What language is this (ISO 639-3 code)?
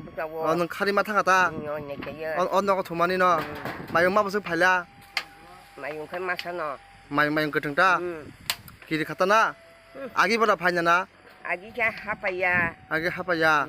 trp